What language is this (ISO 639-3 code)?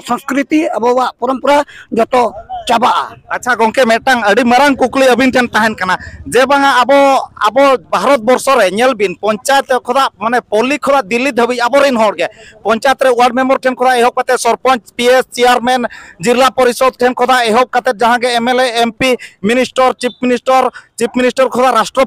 sat